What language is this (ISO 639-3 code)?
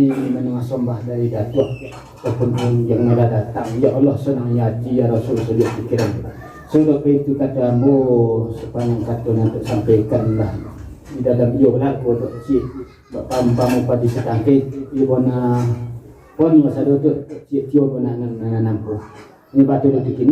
min